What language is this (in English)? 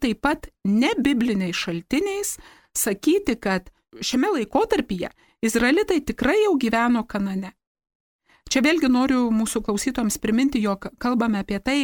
Lithuanian